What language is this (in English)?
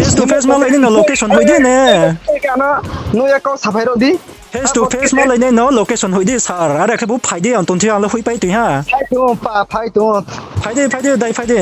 Riang (India)